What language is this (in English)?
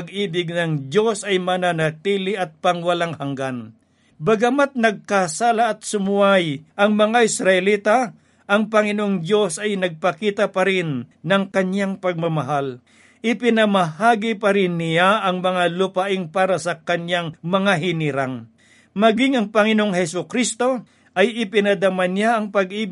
Filipino